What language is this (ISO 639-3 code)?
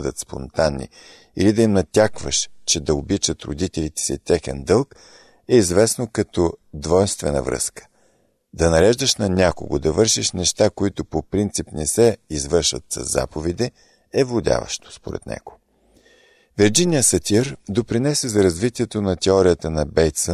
bul